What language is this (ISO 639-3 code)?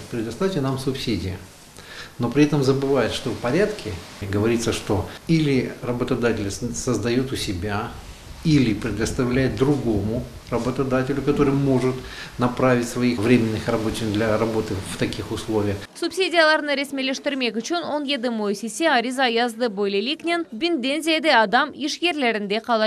crh